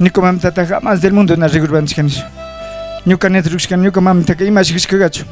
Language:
Chimborazo Highland Quichua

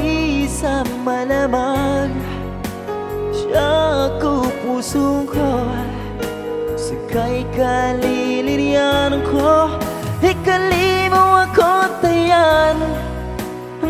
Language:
Filipino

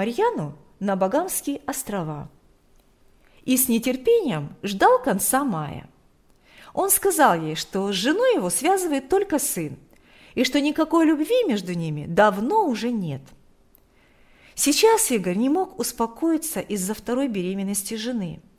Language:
Russian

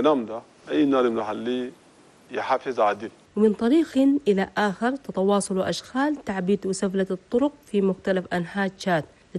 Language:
Chadian Arabic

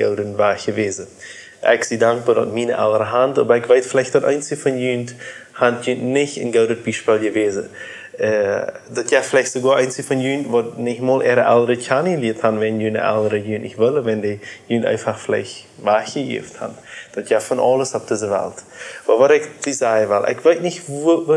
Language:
Plautdietsch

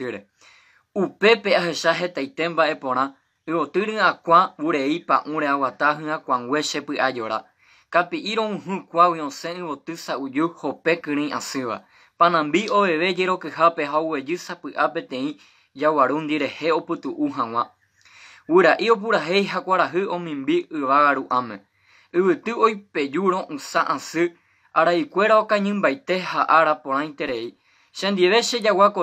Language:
Guarani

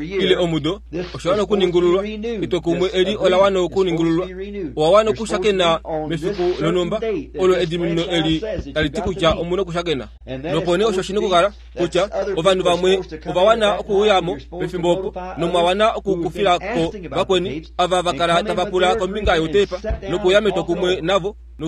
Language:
Kuanyama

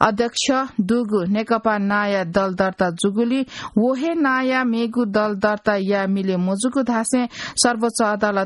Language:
Newari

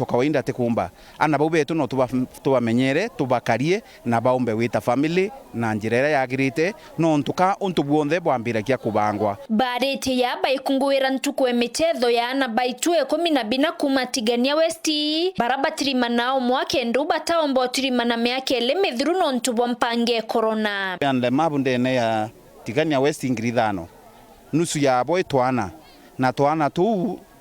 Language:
Meru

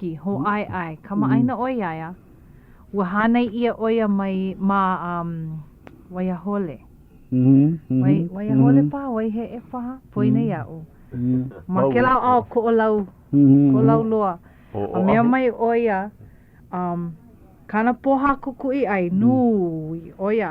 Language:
Hawaiian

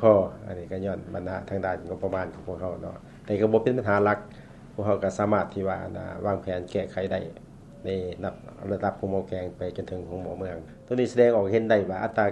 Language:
Lao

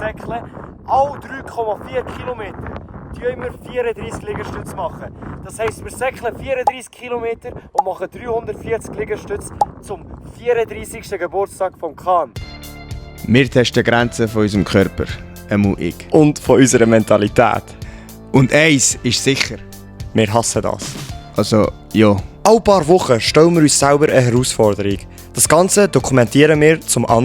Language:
Swiss German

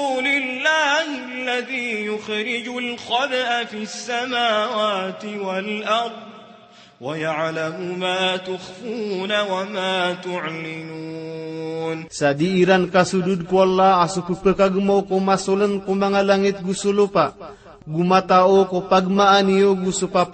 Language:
Maranao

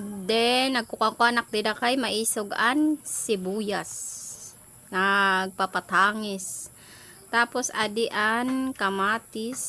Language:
Waray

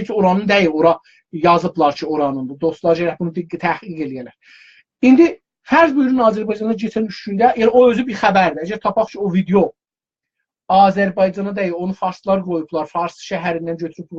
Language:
South Azerbaijani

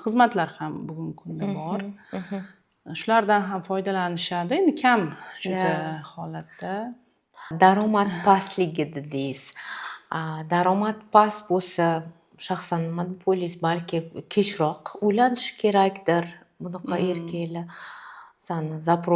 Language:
Uzbek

